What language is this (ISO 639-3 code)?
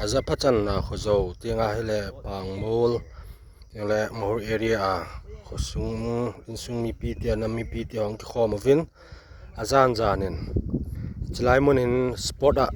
tcz